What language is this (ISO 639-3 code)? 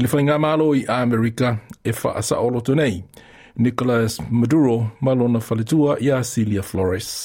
smo